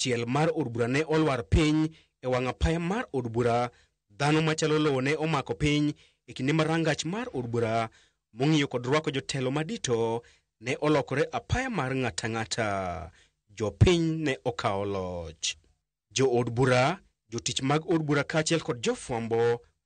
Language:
Luo (Kenya and Tanzania)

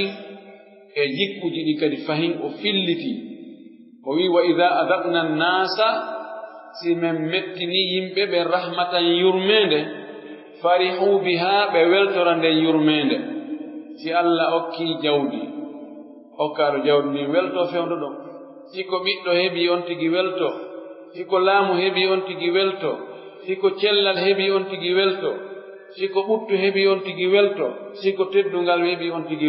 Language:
Pular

